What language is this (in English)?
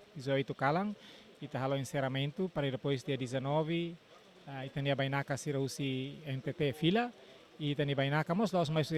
Tetum